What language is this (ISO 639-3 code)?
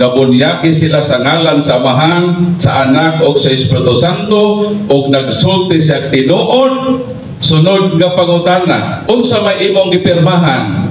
ceb